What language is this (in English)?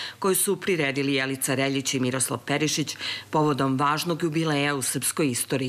Serbian